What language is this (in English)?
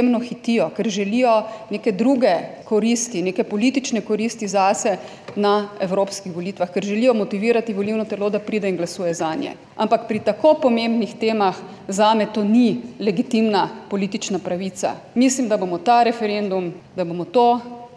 Slovenian